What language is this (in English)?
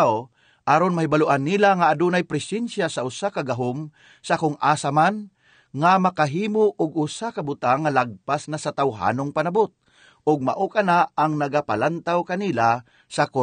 Cebuano